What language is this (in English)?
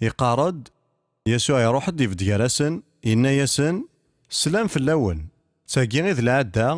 Kabyle